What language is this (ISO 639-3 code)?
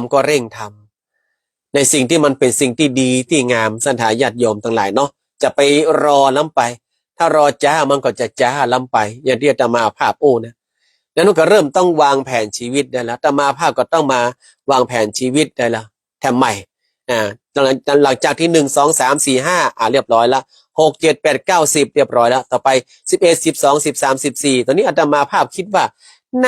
nod